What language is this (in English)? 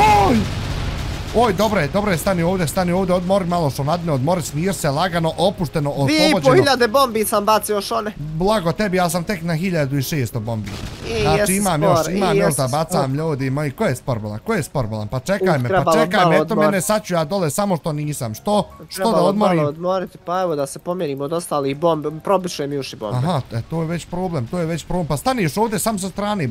Bosnian